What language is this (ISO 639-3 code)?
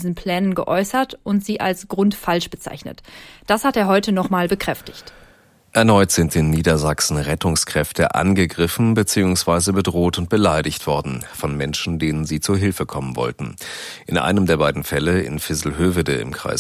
deu